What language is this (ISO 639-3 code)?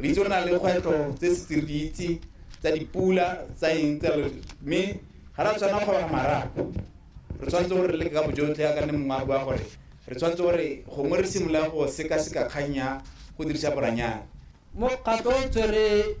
tsn